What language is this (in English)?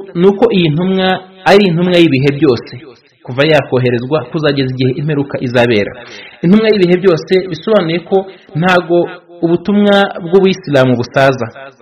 Kinyarwanda